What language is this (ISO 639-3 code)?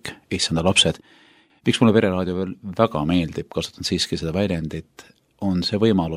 est